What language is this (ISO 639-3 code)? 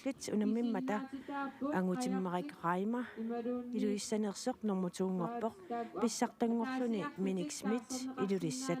kal